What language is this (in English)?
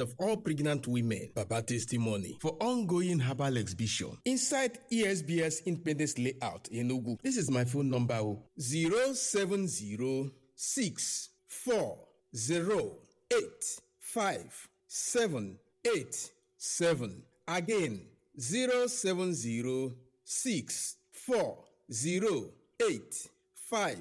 Nigerian Pidgin